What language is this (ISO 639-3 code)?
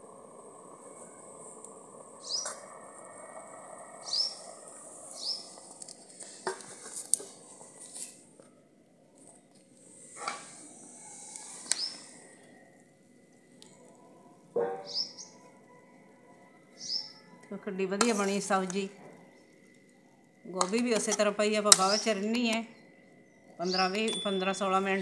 pan